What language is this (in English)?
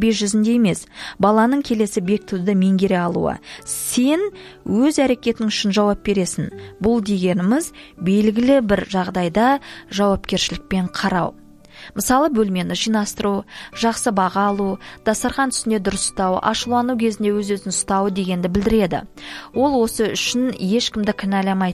Kazakh